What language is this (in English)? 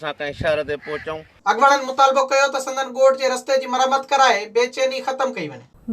Sindhi